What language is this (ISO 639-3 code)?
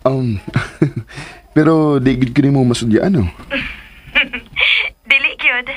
ceb